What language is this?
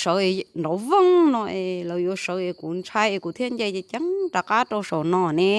Hmong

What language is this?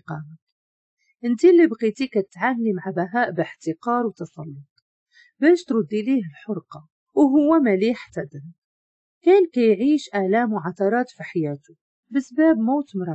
Moroccan Arabic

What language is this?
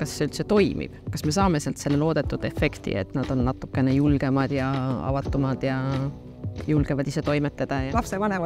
Estonian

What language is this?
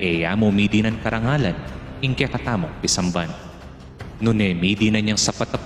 Pampanga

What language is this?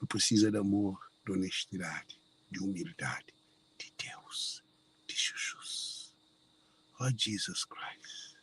Kabuverdianu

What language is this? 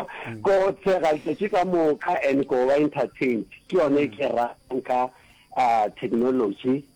Northern Sotho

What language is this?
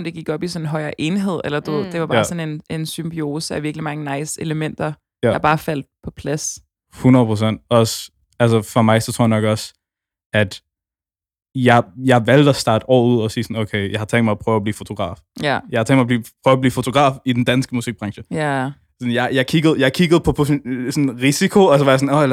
Danish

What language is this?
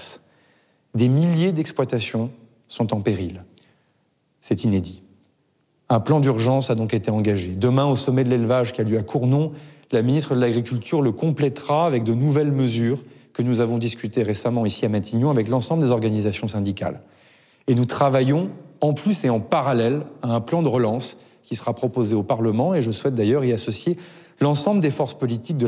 French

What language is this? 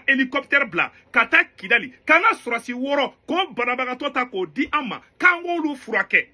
Bambara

